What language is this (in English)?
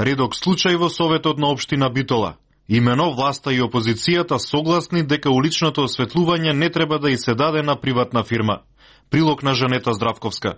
Macedonian